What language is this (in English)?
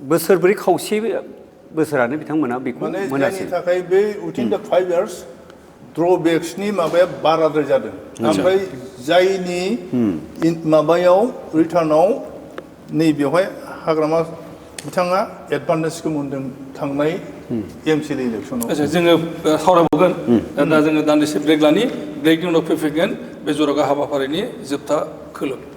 Bodo